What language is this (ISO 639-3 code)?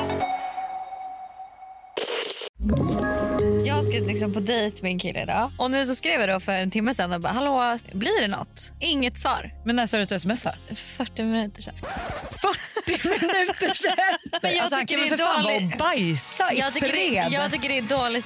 swe